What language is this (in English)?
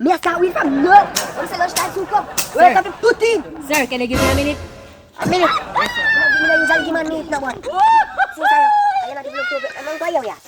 Jamaican Creole English